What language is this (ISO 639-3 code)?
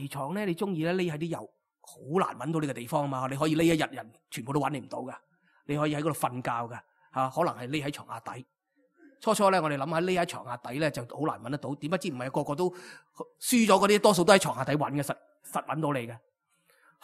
yue